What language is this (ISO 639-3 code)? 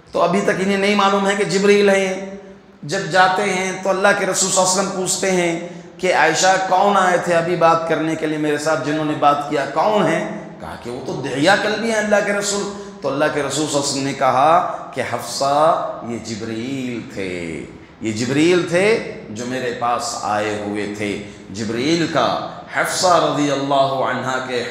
urd